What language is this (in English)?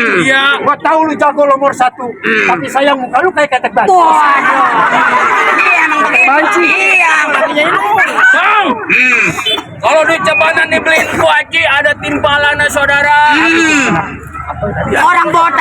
Betawi